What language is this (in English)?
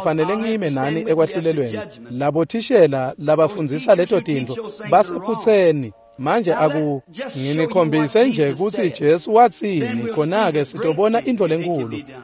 Swati